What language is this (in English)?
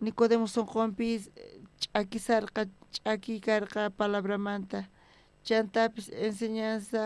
South Bolivian Quechua